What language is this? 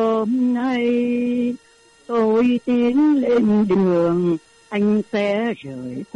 Vietnamese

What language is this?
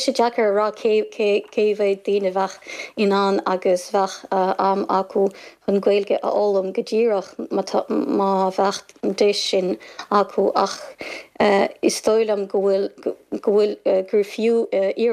Irish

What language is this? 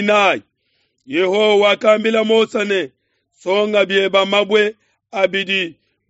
Luba-Lulua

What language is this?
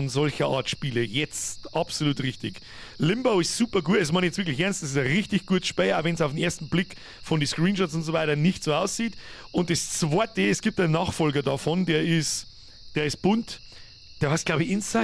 Bavarian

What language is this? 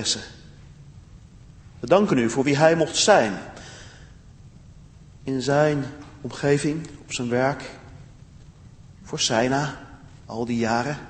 Dutch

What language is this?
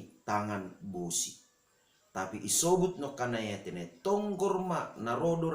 Batak Simalungun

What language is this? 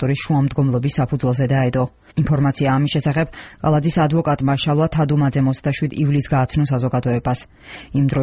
Georgian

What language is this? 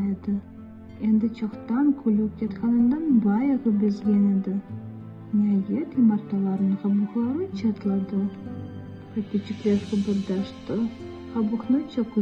Crimean Tatar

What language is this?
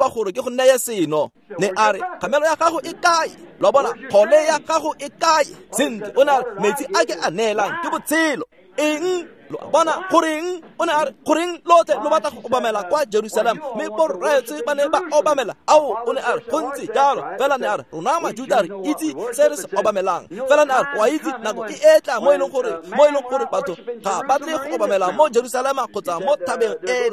Tswana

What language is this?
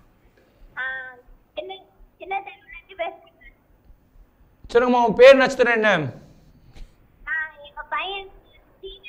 Tamil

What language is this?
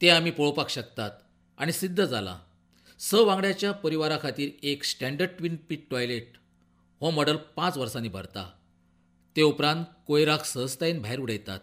Konkani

